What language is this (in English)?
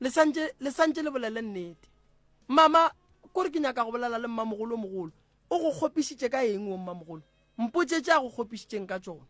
Northern Sotho